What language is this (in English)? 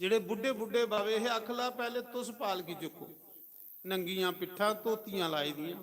Dogri